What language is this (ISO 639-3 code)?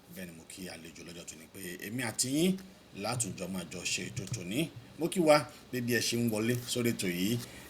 yor